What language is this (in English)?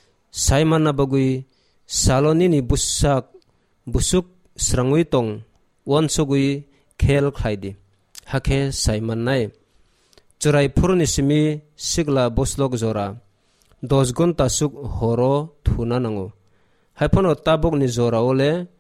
Kok Borok